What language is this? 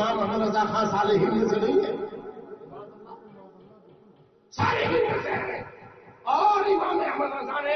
Urdu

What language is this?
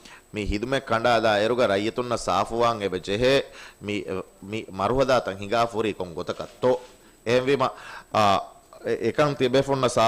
Divehi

